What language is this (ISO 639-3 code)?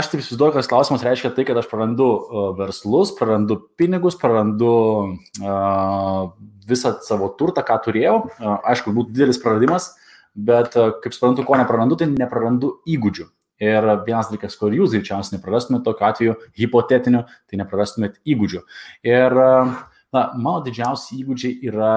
lit